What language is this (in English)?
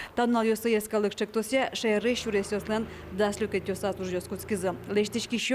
Udmurt